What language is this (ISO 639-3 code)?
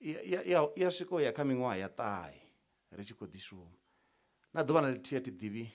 ven